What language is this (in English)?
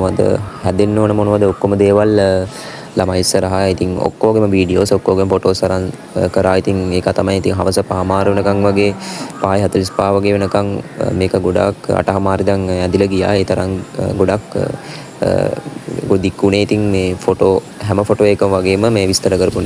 Sinhala